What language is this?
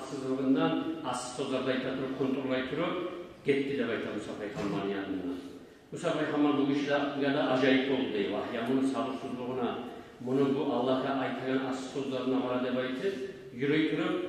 Kumyk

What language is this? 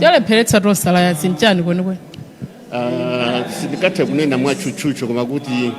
Nyanja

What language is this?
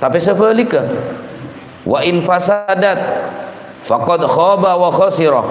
Madurese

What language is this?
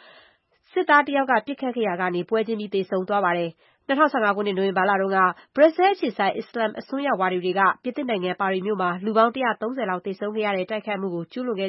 Burmese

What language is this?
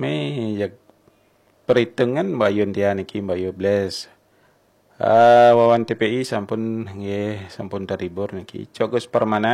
Balinese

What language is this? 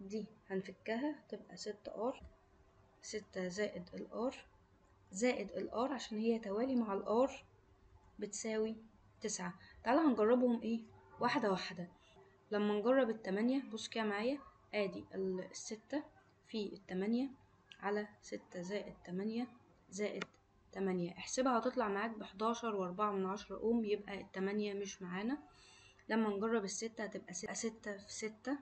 Egyptian Arabic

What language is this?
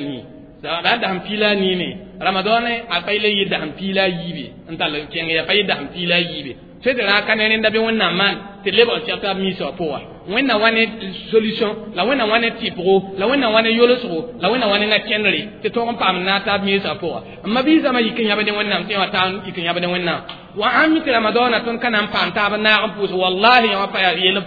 Mossi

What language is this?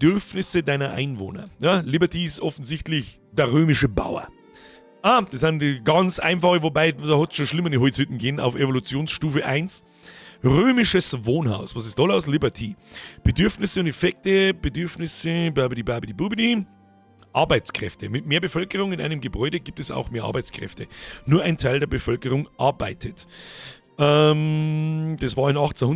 Bavarian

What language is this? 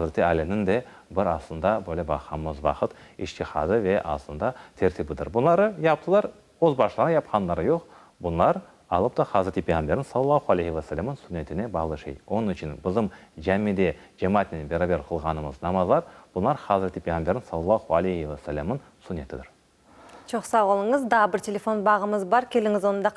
Crimean Tatar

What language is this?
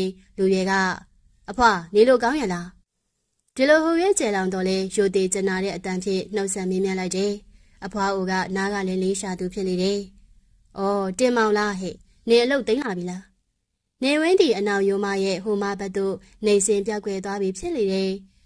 Burmese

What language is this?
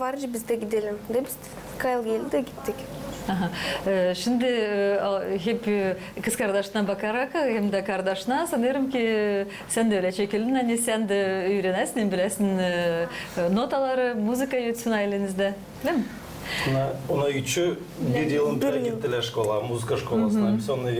Gagauz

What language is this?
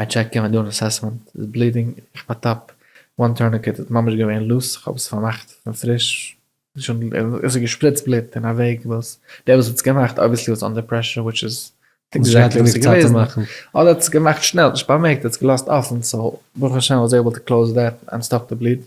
Yiddish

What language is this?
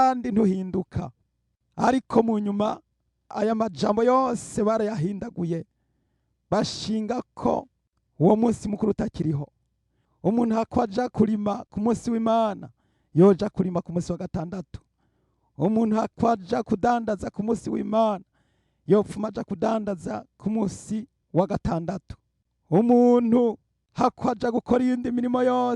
Rundi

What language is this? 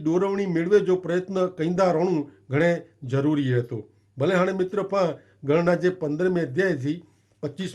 Kachhi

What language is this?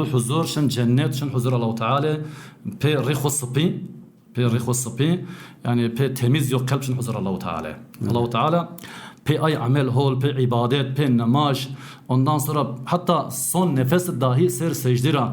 Zaza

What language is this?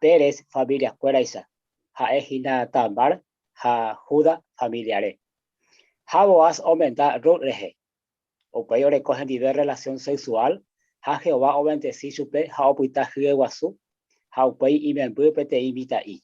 Guarani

